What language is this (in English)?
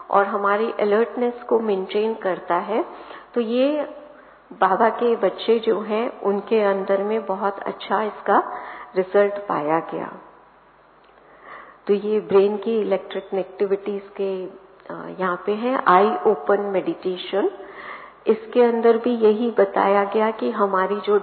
Hindi